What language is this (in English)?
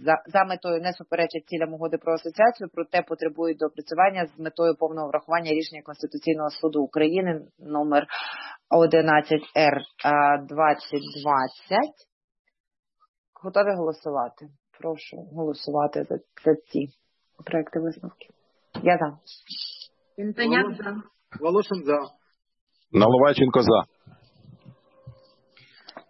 Ukrainian